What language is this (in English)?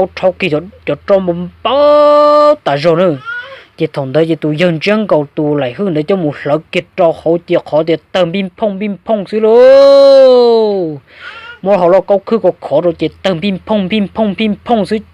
Hmong